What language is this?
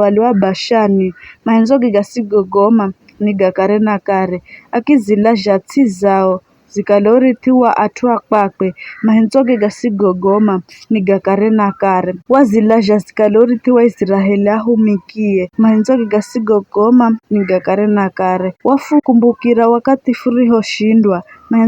Giryama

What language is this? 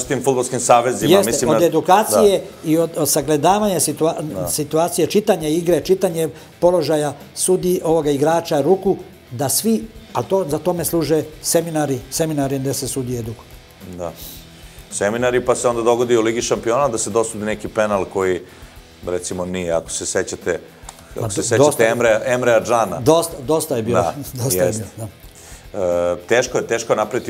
Serbian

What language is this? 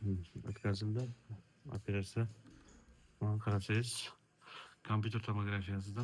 Uzbek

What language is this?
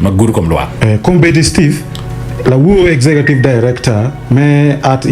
Acoli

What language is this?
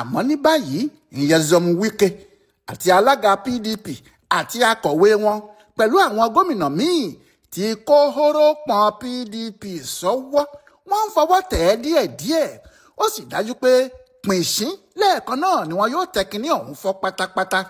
Yoruba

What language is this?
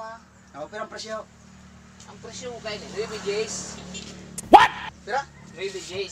Bikol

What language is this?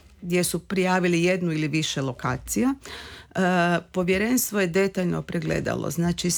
Croatian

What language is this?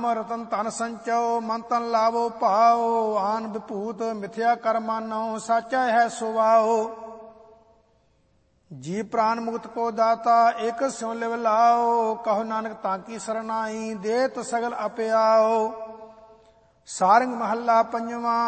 Punjabi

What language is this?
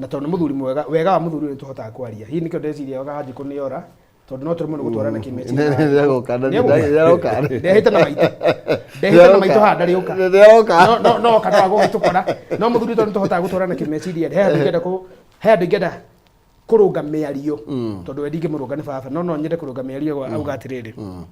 Kikuyu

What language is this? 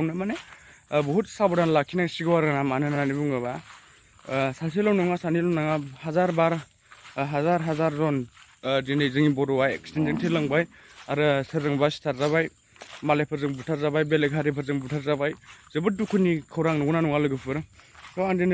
Bodo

